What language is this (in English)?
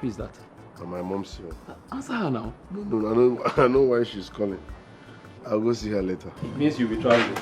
Nigerian Pidgin